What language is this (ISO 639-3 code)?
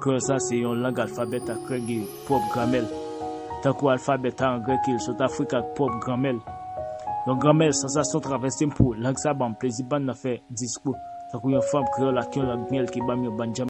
hat